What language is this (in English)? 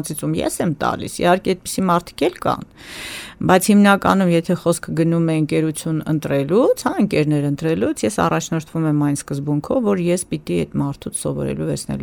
Armenian